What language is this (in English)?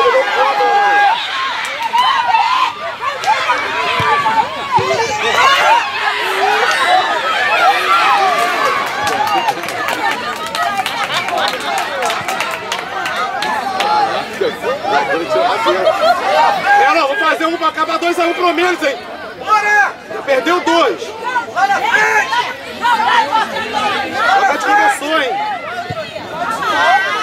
Portuguese